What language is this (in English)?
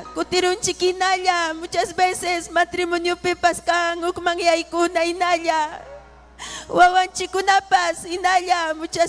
Ayacucho Quechua